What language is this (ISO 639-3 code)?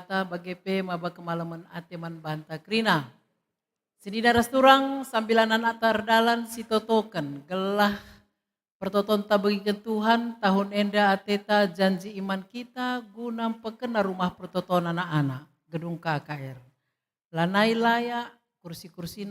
btx